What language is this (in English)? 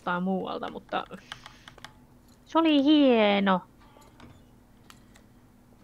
Finnish